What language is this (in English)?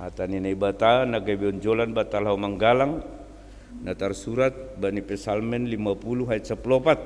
Batak Simalungun